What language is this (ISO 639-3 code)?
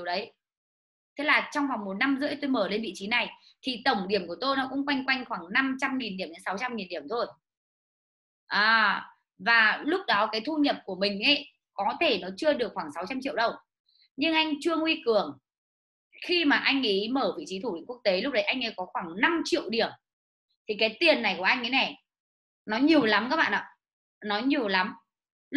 vie